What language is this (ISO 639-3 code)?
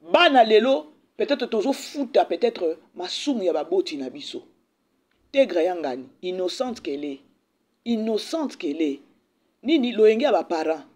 lin